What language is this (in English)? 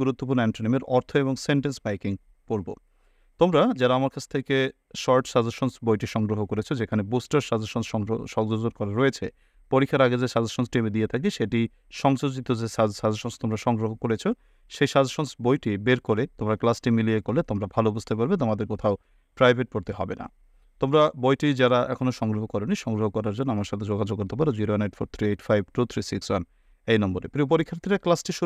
Bangla